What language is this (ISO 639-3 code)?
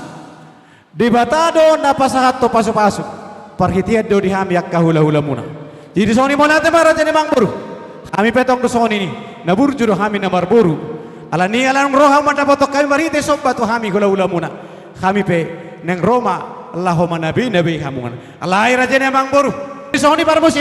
bbc